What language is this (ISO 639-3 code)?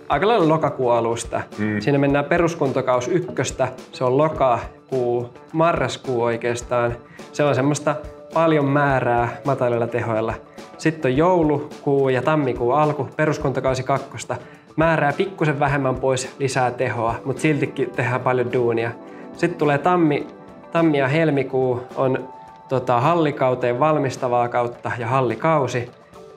fin